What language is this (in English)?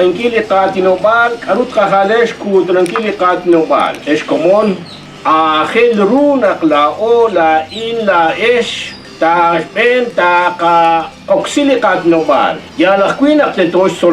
Kekchí